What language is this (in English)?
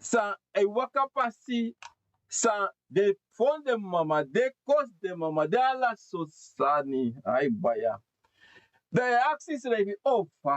Sranan Tongo